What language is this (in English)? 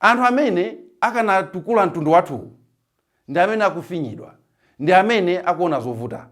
Nyanja